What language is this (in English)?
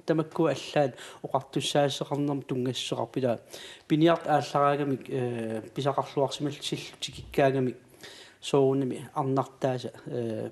Kalaallisut